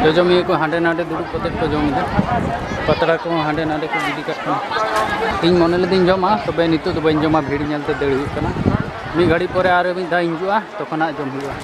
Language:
Santali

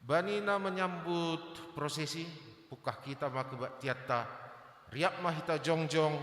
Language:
Batak Simalungun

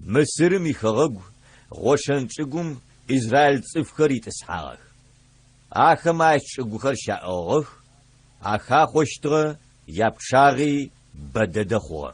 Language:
Adyghe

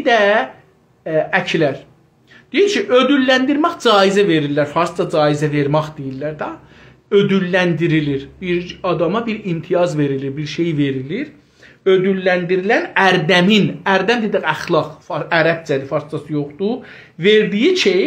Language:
South Azerbaijani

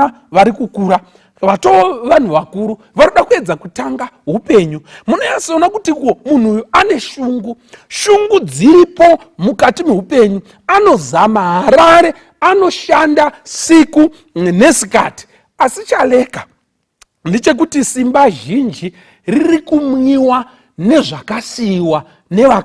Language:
Shona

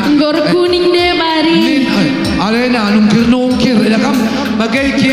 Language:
Batak Karo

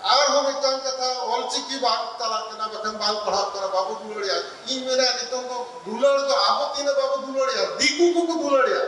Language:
Santali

